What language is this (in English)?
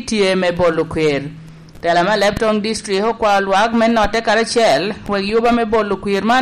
Lango (Uganda)